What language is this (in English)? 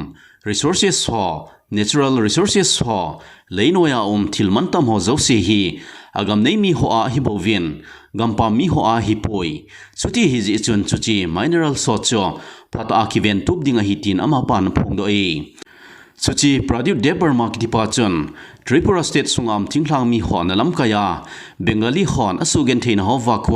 Thado Chin